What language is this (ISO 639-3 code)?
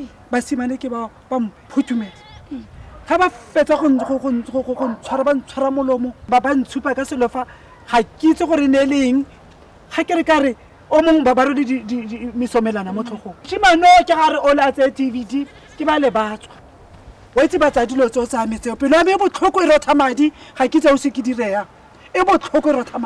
tsn